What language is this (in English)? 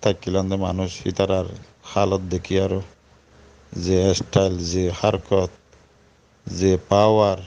Rohingya